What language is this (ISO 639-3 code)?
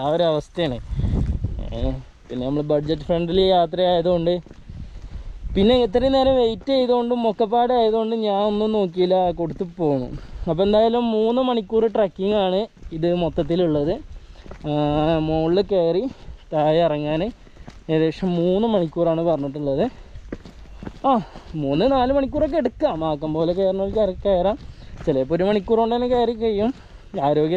mal